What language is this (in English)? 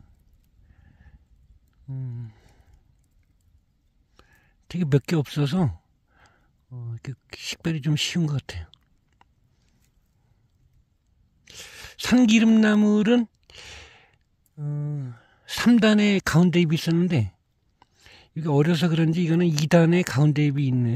Korean